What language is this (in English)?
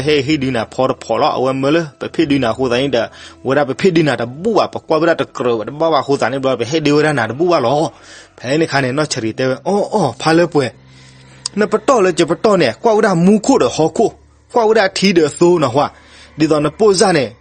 S'gaw Karen